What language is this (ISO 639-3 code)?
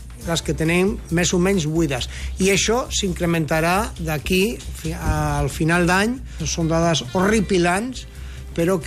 cat